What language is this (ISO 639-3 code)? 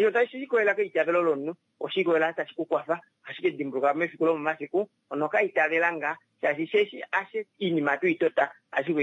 kua